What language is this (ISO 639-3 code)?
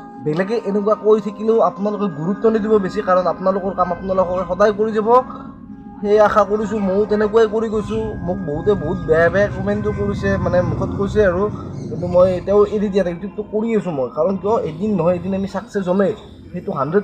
asm